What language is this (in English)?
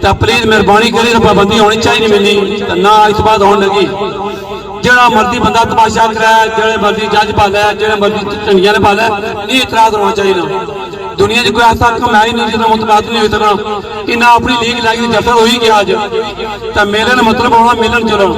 Pahari-Potwari